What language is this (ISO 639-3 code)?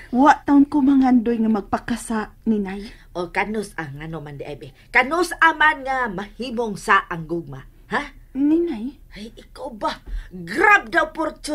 ceb